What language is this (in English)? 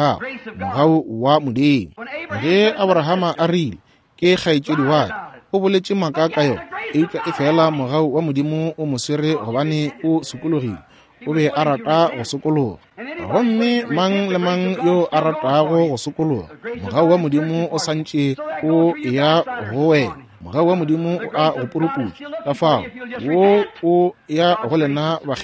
Northern Sotho